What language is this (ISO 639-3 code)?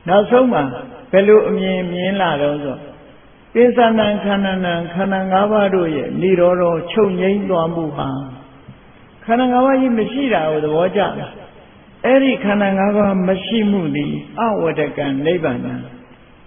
mya